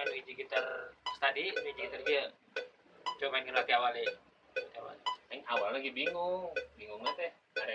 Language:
Sundanese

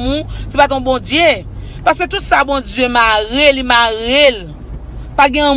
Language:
Haitian Creole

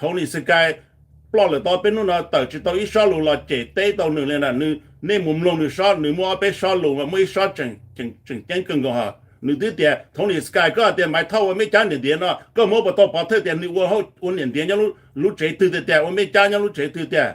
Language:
Hmong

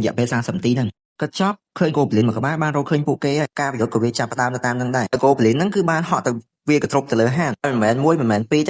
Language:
Khmer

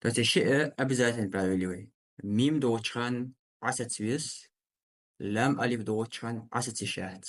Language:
Ingush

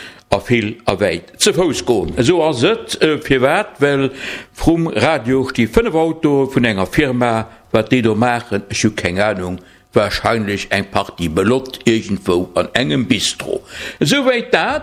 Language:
Luxembourgish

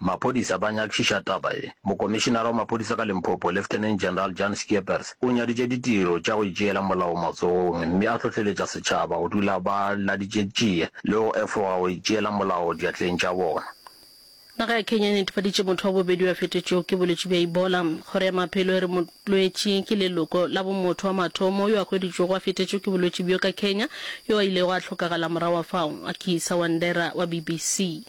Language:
Northern Sotho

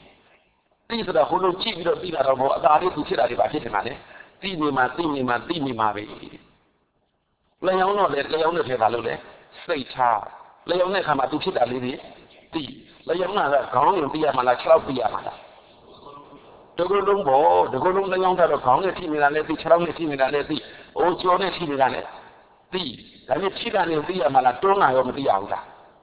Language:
Burmese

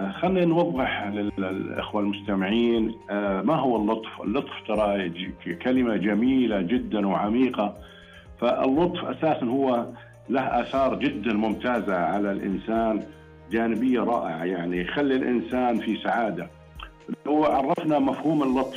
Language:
Najdi Arabic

